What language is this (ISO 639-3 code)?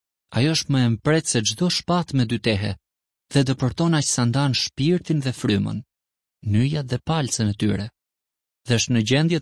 sqi